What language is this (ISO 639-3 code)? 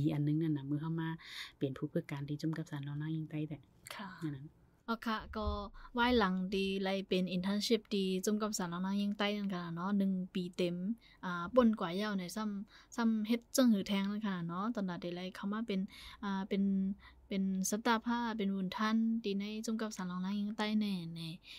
shn